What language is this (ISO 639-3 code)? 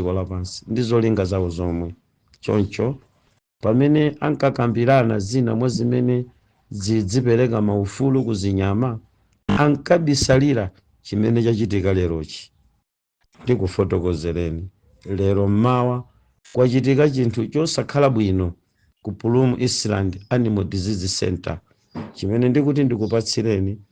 nya